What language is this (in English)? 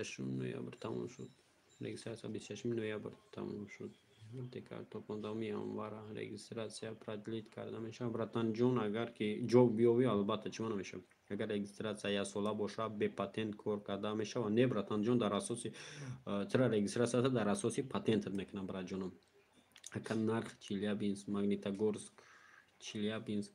Tajik